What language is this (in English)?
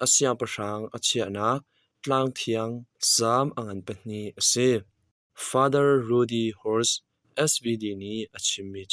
Hakha Chin